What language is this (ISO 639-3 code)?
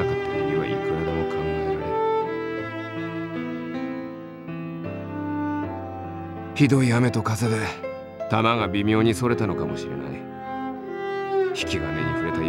jpn